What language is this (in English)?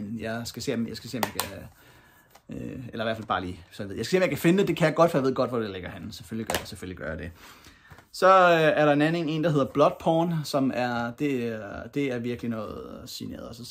Danish